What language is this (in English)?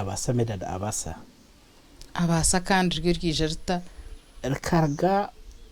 Nyankole